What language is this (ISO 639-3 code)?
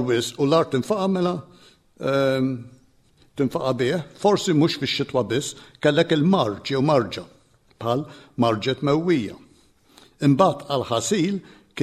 mlt